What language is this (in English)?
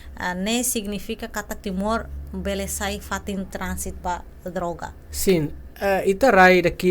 Tetum